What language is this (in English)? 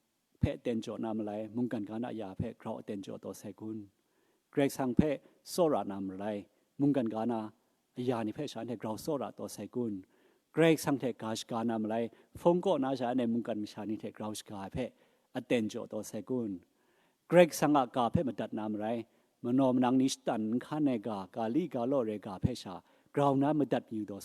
Kachin